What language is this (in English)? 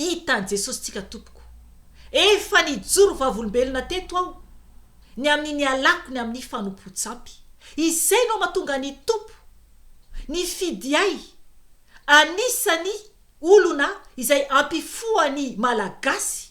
Malagasy